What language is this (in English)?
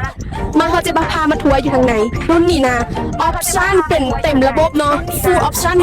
Lao